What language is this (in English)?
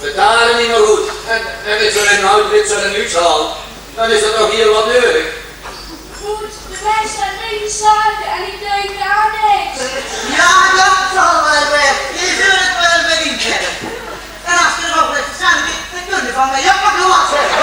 Limburgish